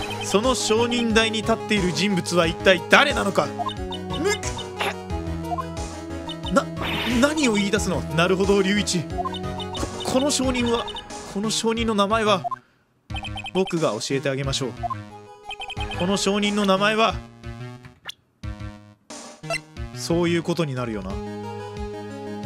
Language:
Japanese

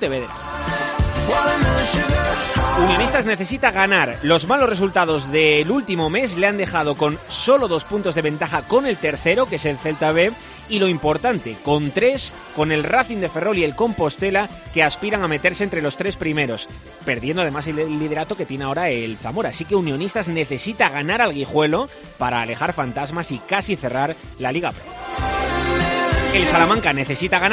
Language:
Spanish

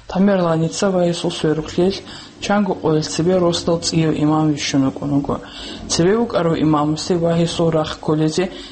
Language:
Avaric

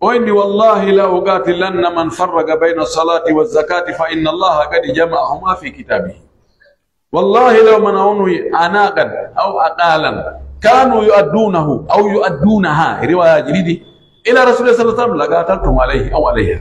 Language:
Pular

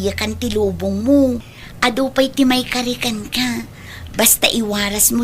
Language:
Iloko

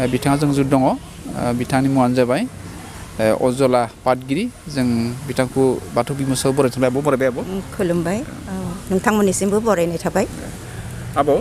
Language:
Bodo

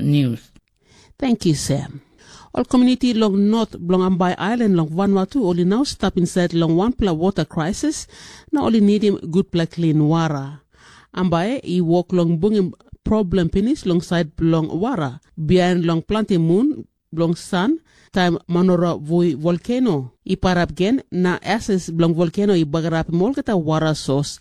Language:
Tok Pisin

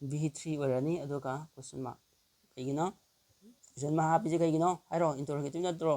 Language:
Manipuri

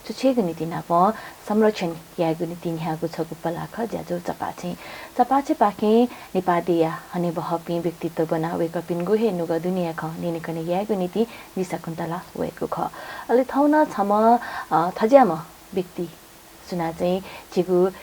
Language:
Newari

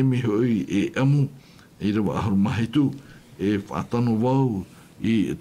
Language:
Tahitian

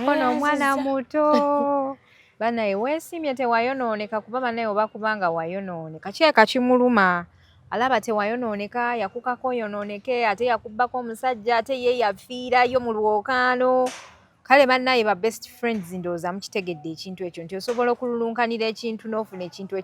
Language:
Ganda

